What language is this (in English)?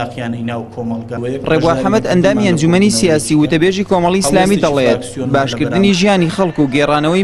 Central Kurdish